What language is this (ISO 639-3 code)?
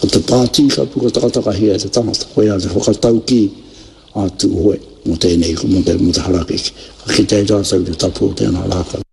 mri